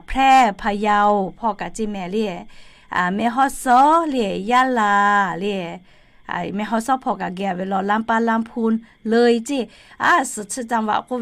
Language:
Lahu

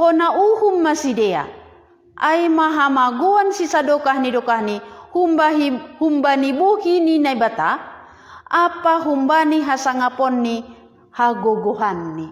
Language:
Batak Simalungun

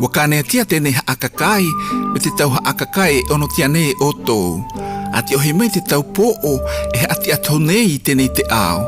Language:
South Marquesan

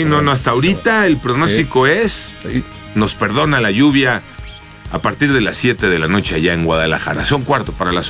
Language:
Spanish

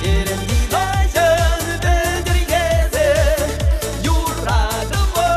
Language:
Chuvash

